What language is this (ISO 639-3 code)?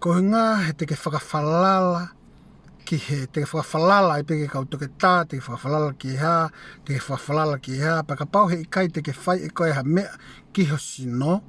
ton